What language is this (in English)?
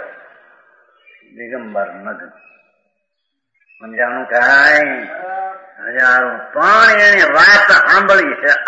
Gujarati